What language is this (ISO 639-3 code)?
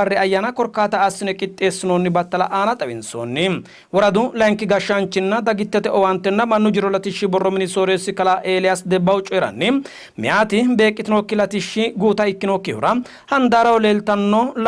sid